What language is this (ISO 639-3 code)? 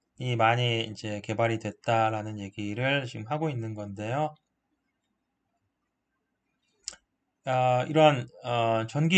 kor